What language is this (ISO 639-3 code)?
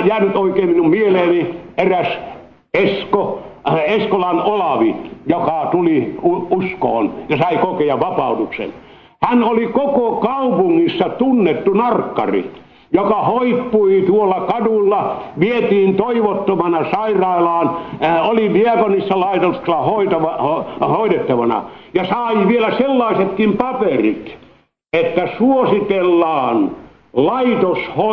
fin